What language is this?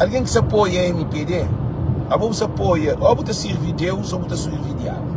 Kabuverdianu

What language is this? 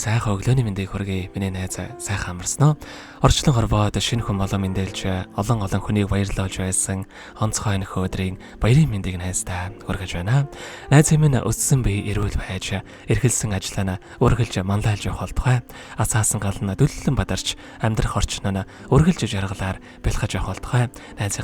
Mongolian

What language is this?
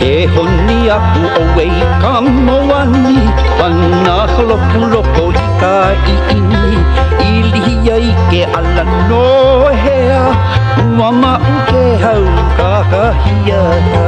Hawaiian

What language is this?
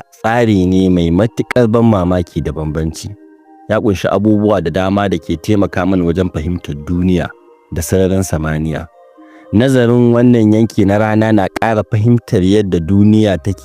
Hausa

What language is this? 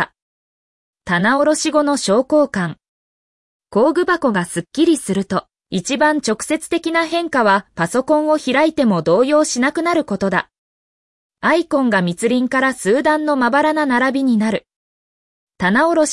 Japanese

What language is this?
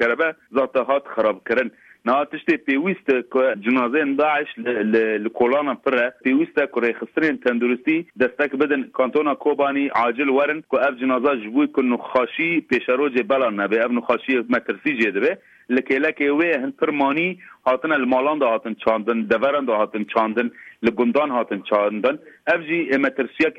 Kurdish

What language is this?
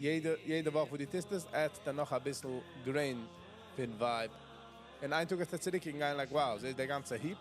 Yiddish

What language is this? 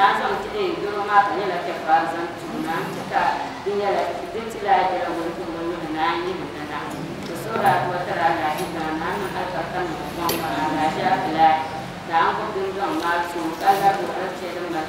Dagbani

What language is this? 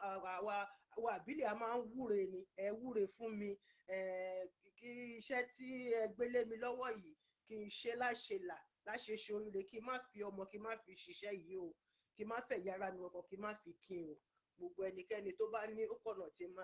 Yoruba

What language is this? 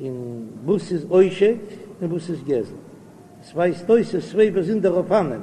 Yiddish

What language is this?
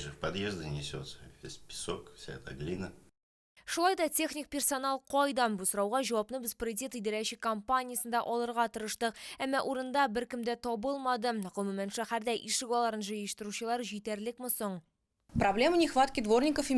Tatar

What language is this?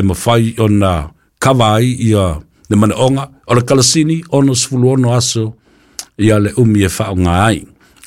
Samoan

